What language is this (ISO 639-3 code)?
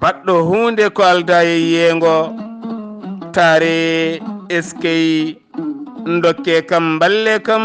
ful